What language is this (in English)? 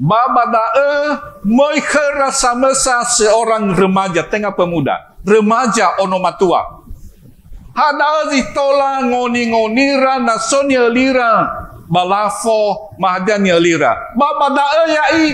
Nias